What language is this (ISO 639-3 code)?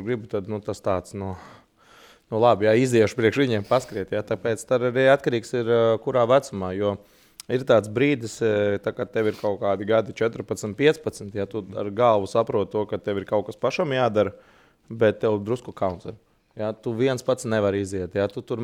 lav